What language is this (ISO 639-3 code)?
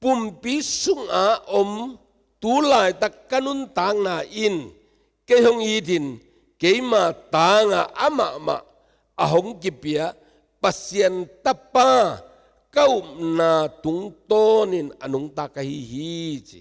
ctd